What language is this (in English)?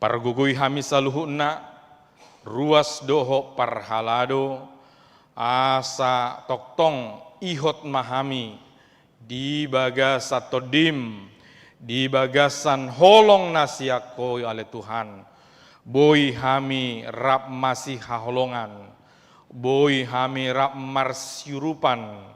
Batak Toba